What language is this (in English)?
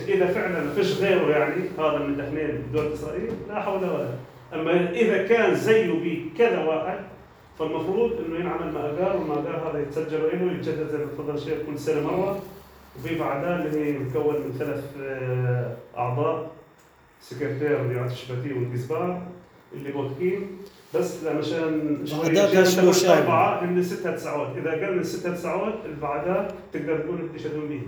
North Levantine Arabic